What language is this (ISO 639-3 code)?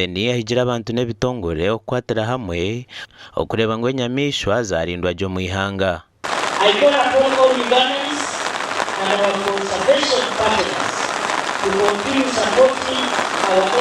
nyn